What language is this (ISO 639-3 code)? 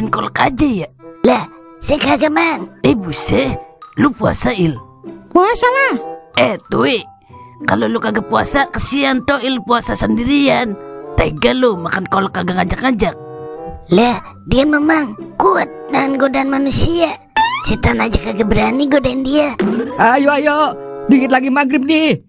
bew